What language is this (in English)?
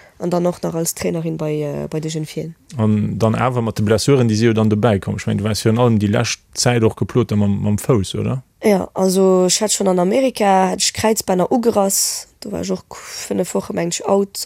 Luxembourgish